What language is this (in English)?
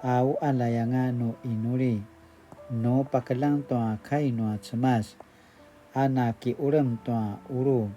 Paiwan